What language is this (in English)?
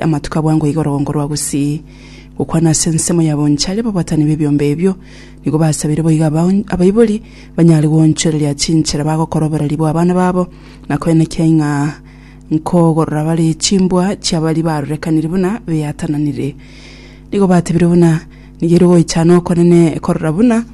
Gusii